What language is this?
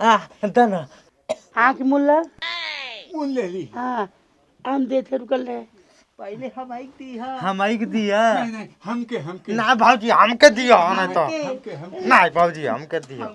Bhojpuri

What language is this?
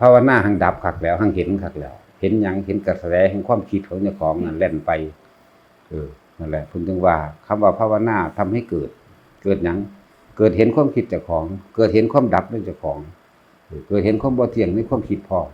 Northeastern Thai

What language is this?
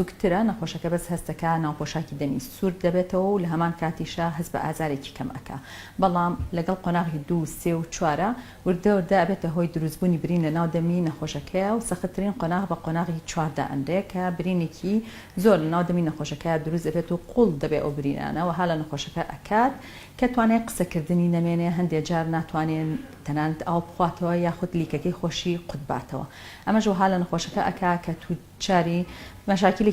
Central Kurdish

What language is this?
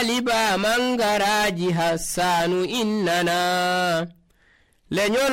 Nigerian Fulfulde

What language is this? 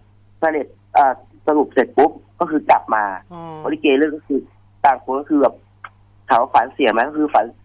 Thai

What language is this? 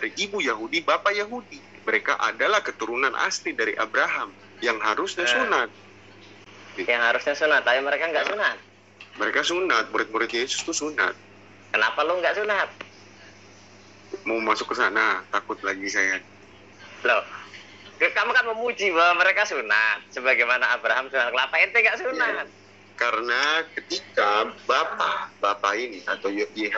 Indonesian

